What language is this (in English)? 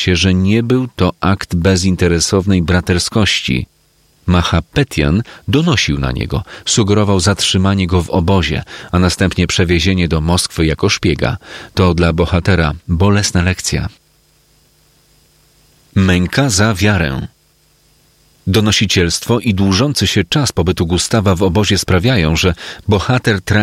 Polish